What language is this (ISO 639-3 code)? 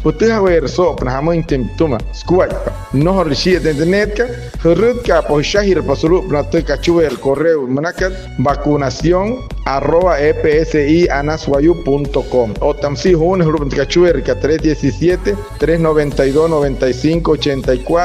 guc